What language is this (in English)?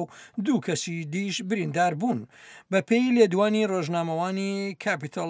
Central Kurdish